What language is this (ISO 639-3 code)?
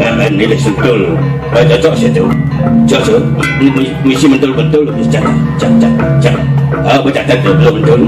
ban